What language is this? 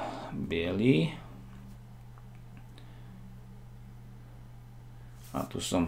Slovak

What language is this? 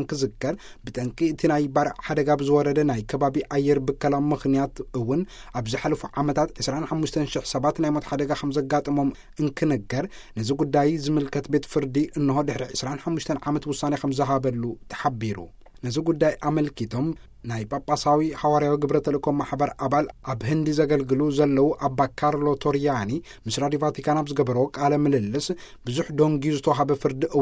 Tigrinya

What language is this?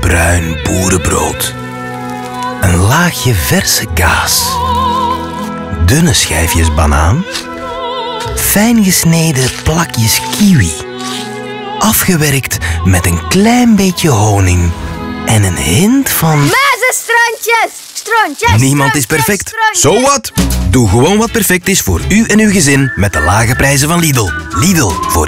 Dutch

